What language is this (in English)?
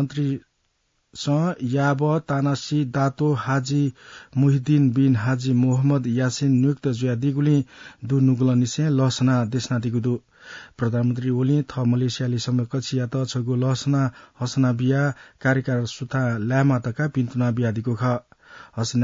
Newari